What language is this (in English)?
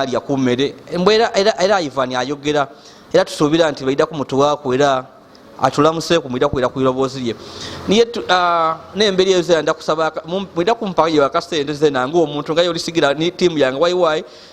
Ganda